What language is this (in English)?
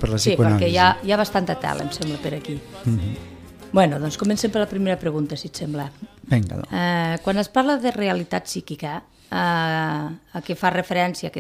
Catalan